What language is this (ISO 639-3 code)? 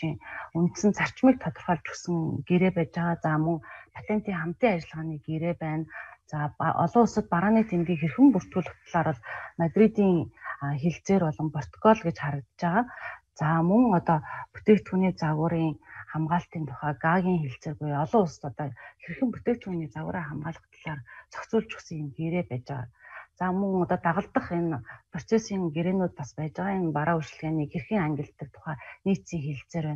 mon